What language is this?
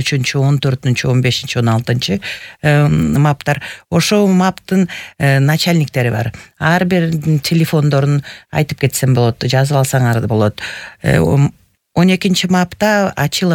Kyrgyz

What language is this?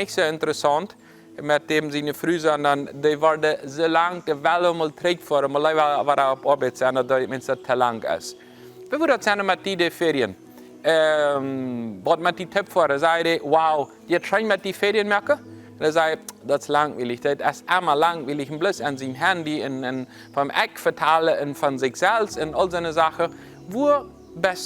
Plautdietsch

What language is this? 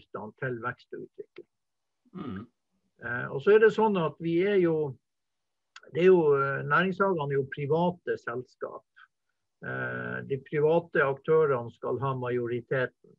Norwegian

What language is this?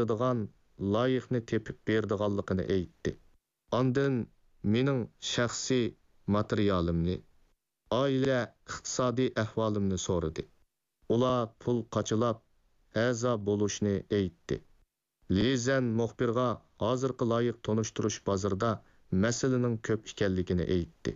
Uyghur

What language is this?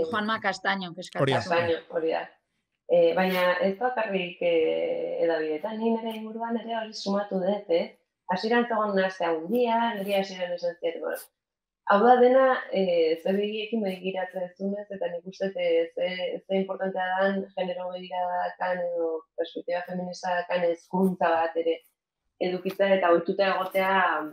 Basque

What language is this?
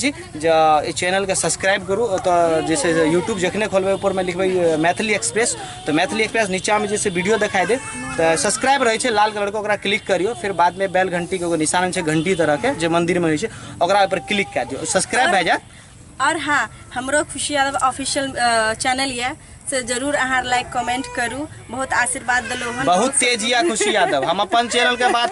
Maithili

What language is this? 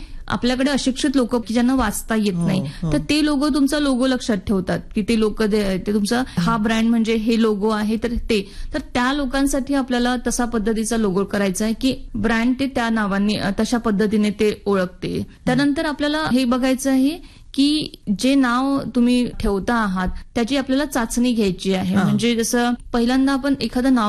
Marathi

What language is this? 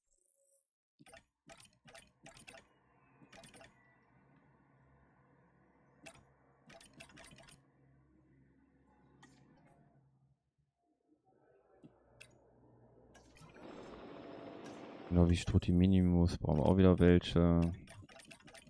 German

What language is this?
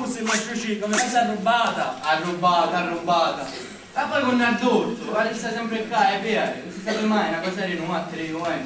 Sicilian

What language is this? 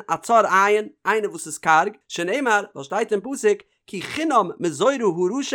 Yiddish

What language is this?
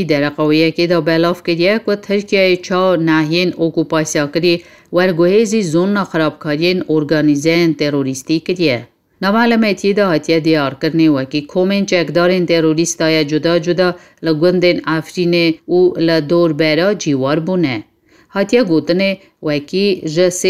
Kurdish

